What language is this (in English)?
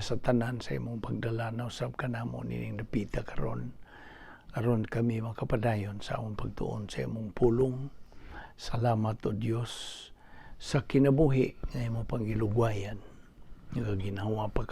Cebuano